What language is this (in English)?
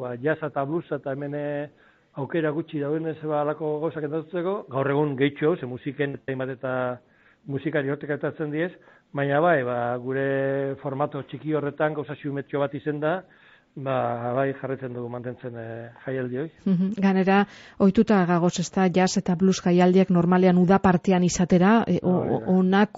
Basque